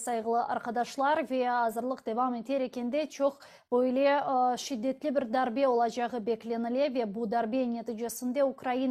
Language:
Crimean Tatar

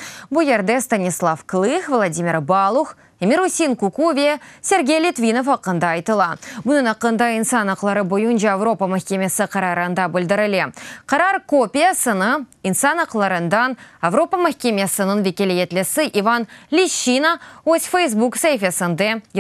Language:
Crimean Tatar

